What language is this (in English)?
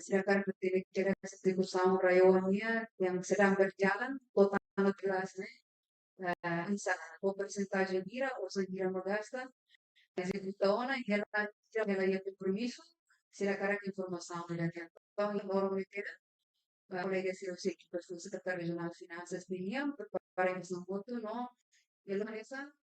Tetum